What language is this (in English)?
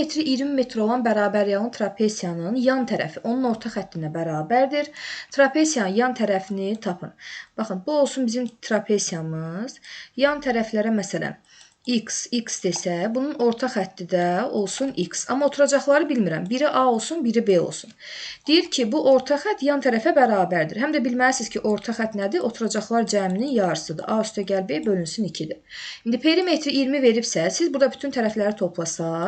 Azerbaijani